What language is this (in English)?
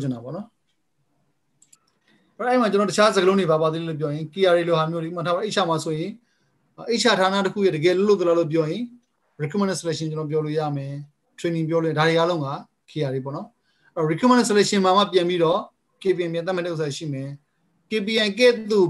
Burmese